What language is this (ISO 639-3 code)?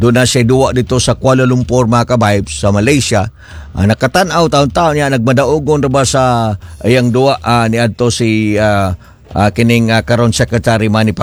ceb